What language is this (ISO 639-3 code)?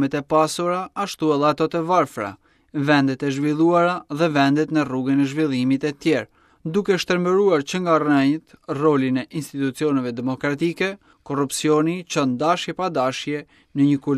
sqi